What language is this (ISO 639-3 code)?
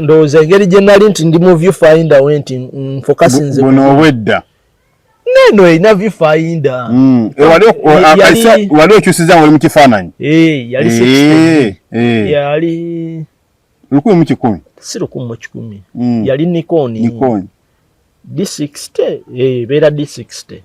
lug